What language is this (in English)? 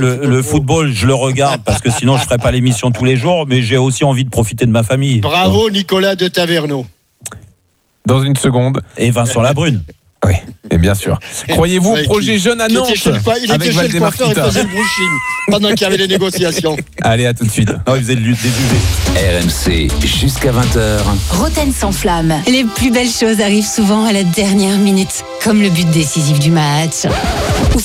French